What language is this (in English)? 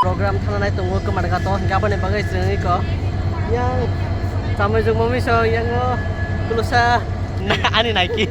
Kok Borok